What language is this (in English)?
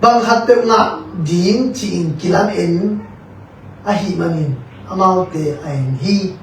Tedim Chin